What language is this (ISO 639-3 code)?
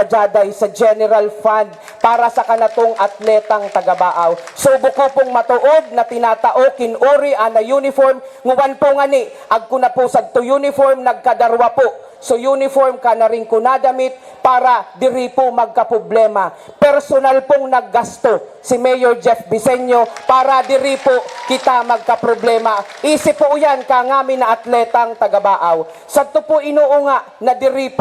bik